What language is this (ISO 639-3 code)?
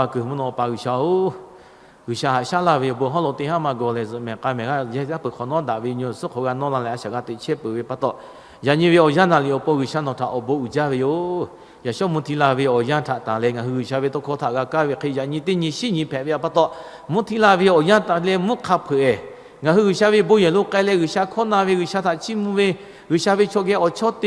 lhu